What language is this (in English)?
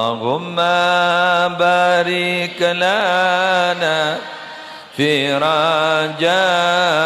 Madurese